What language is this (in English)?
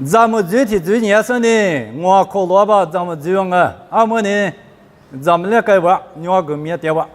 Lisu